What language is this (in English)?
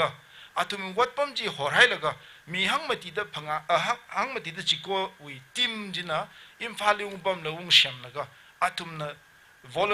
Tangkhul Naga (India)